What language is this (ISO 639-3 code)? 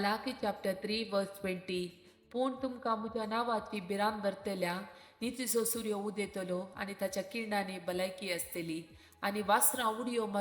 kok